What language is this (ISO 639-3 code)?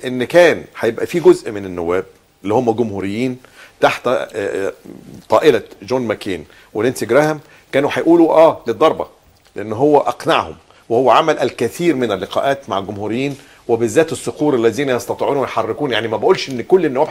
arz